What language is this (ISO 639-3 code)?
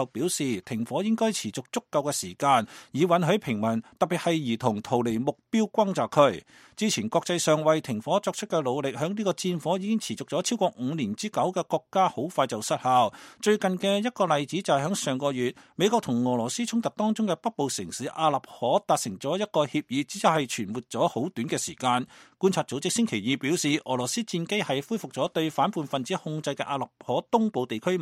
yue